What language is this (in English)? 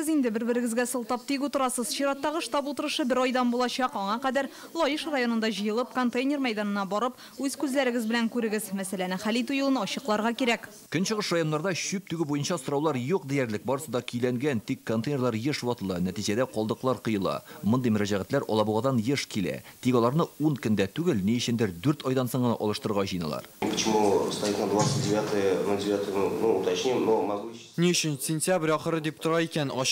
Tatar